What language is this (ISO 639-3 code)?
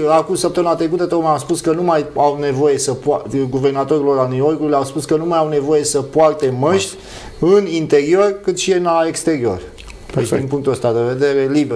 ron